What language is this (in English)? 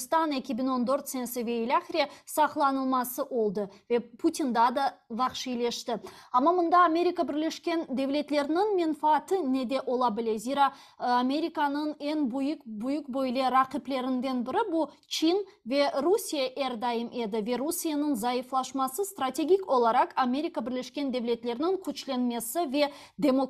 Crimean Tatar